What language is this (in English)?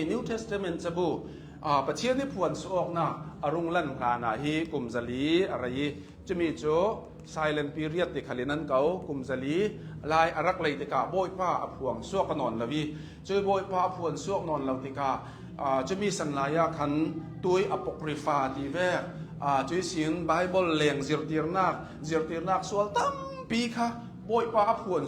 Hakha Chin